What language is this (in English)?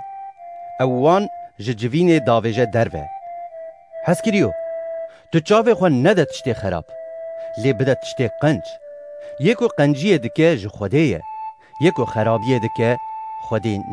Kurdish